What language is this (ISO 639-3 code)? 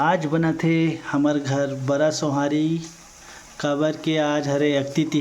hne